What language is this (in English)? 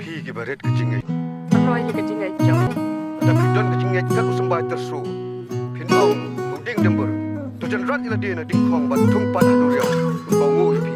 Khasi